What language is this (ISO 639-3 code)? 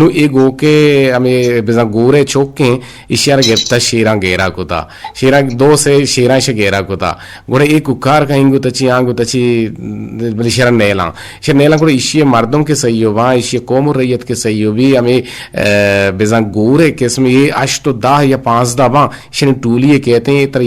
bgp